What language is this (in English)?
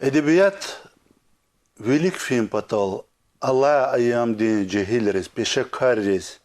Lezghian